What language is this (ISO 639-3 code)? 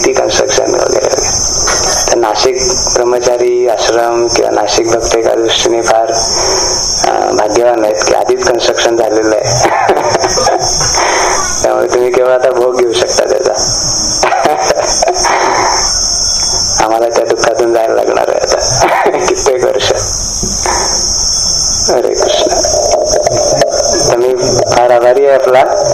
mar